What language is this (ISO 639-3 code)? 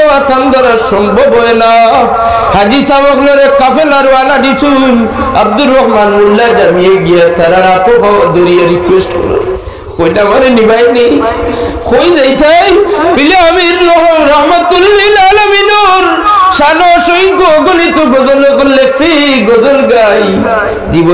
syl